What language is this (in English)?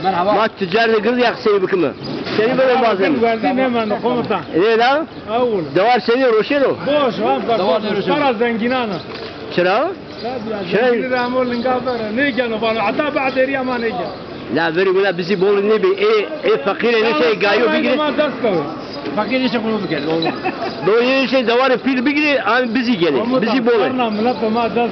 Zaza